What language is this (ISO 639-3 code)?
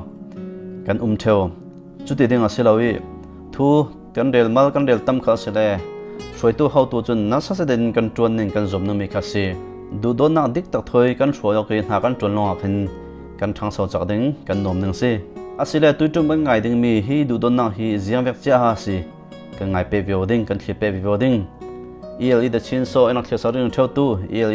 cfm